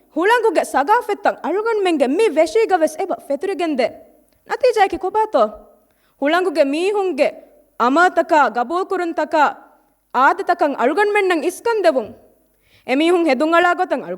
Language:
Divehi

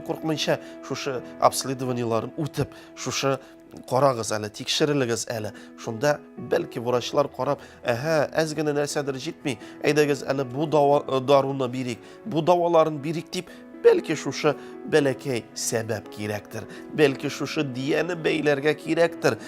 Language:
Tatar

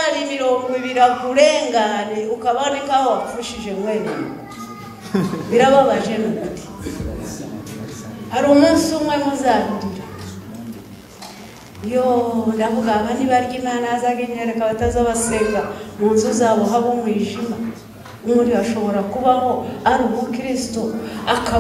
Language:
Kinyarwanda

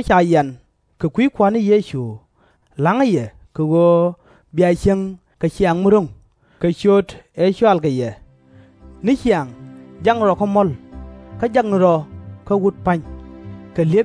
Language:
Nuer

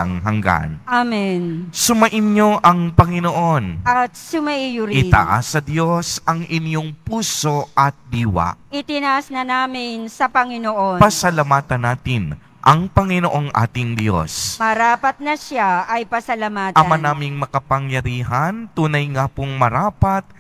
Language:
Filipino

